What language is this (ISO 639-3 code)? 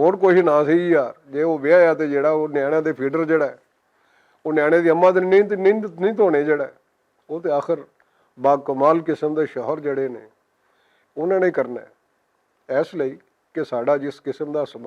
lah